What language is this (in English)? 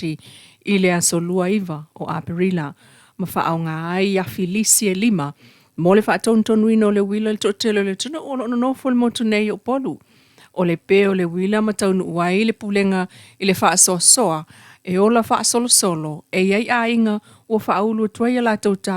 Samoan